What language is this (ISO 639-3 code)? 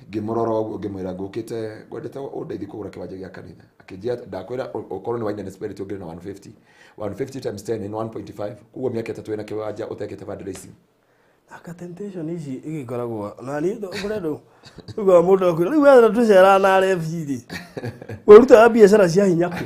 kik